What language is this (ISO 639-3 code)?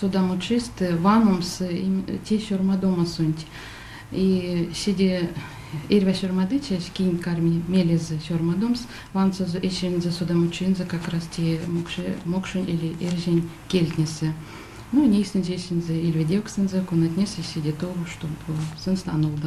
myv